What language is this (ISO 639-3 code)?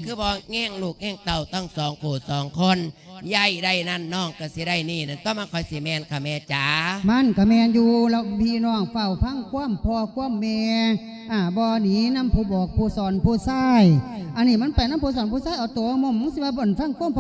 lao